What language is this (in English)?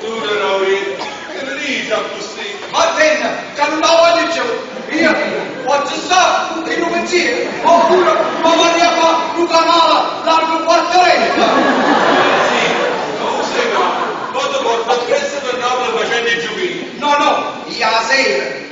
Neapolitan